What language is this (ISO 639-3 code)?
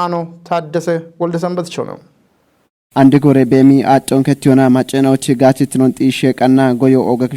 kbr